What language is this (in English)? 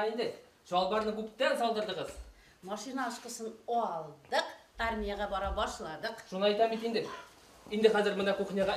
Bashkir